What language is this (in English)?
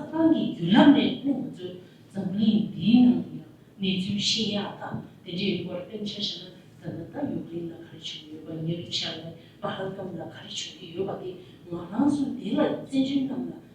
Tibetan